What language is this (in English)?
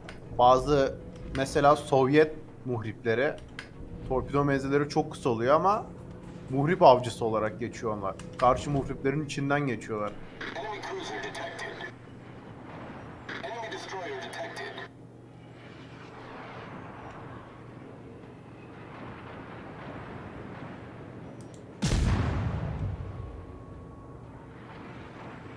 Turkish